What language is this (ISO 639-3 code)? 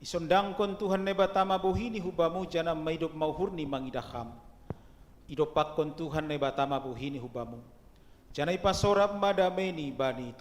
bts